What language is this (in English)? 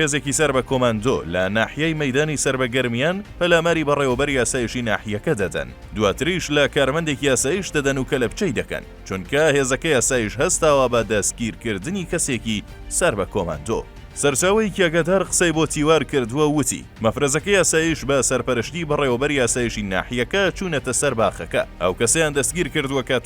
Central Kurdish